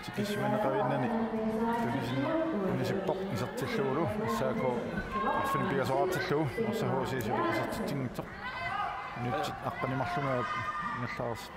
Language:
Kalaallisut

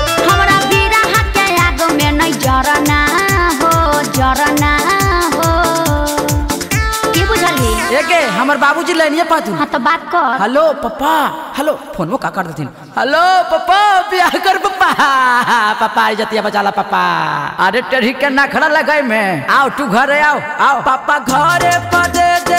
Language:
Bhojpuri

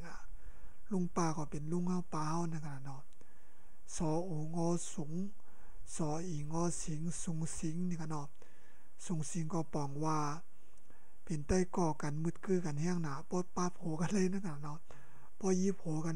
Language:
Shan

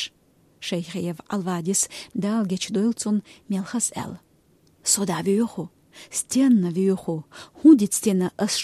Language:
Chechen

